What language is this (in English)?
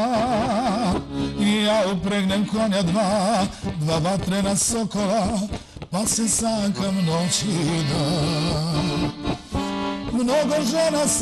Serbian